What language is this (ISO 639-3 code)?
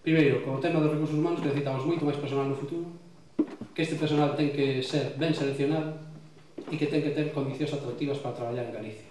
glg